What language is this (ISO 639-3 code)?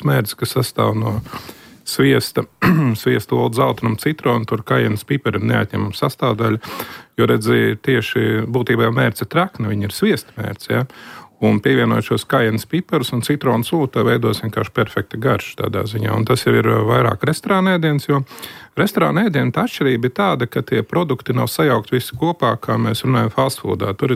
lav